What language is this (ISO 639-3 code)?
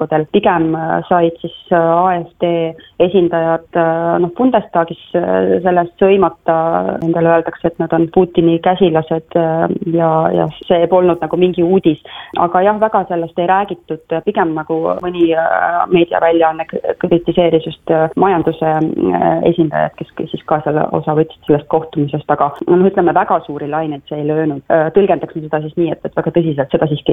est